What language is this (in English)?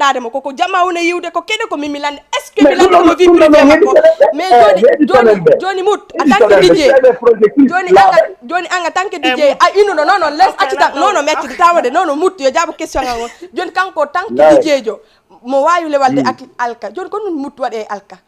Fula